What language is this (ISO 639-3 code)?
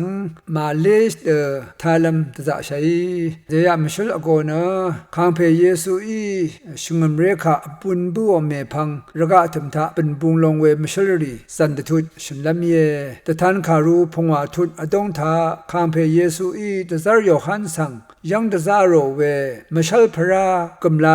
raw